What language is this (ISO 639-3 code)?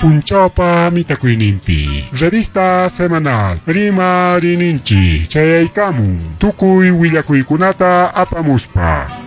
quy